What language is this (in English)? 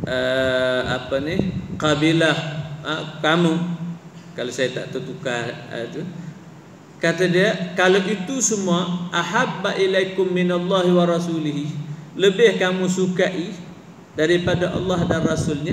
Malay